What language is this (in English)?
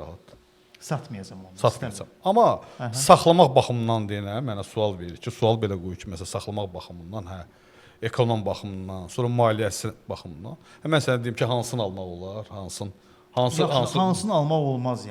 Azerbaijani